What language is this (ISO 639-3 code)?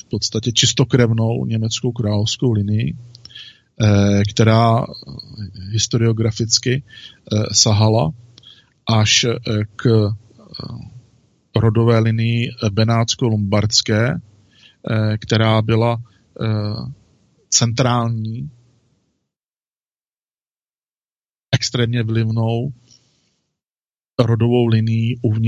ces